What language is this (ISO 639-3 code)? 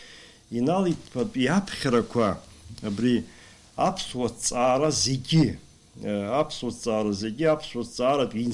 abk